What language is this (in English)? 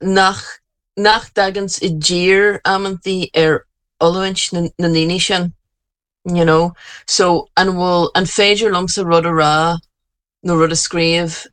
Irish